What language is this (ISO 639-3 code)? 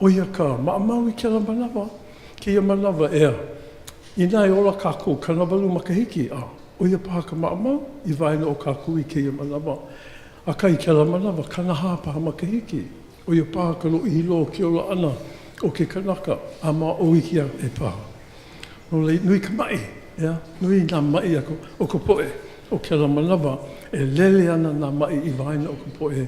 haw